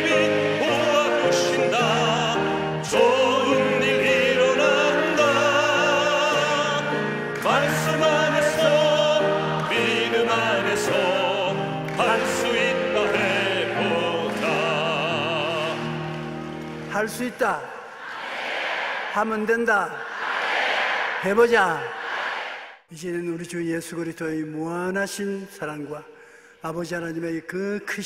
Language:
Korean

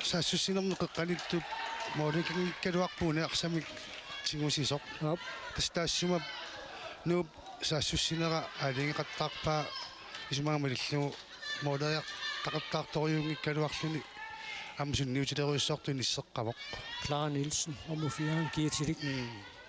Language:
Kalaallisut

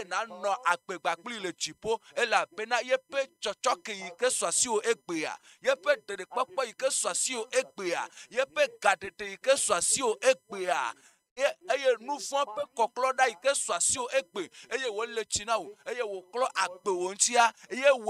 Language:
Ewe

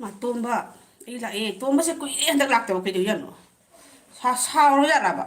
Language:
Manipuri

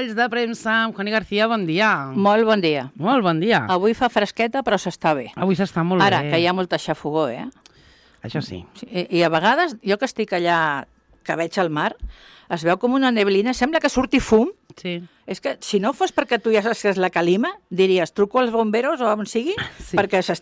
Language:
Catalan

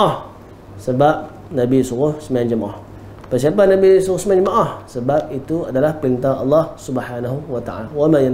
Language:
Malay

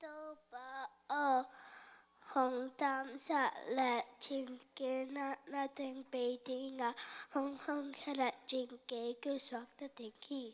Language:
Tedim Chin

